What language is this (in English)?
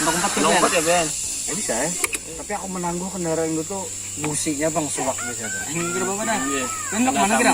Banjar